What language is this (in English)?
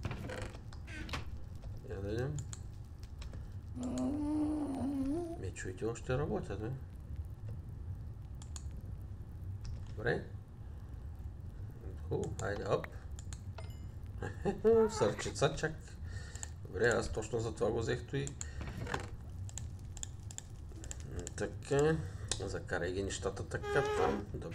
Bulgarian